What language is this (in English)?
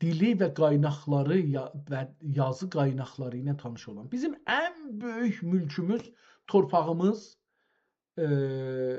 South Azerbaijani